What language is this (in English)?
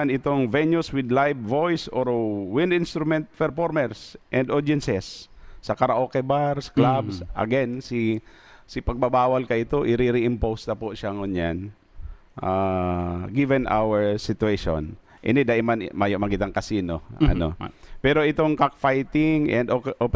Bikol